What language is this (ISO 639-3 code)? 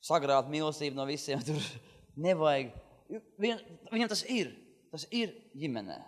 lav